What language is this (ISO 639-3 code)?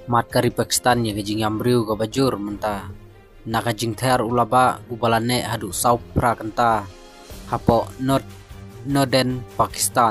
kha